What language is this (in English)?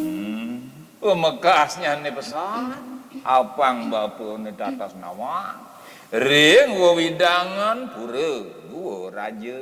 Balinese